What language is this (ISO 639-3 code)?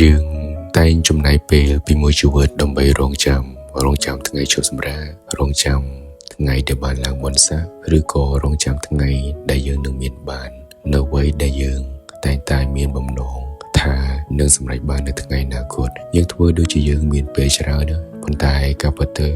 khm